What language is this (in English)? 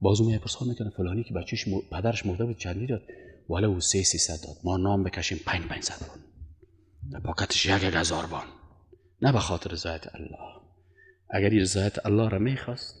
Persian